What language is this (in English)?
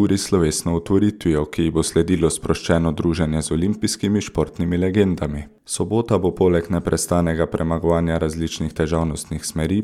Slovenian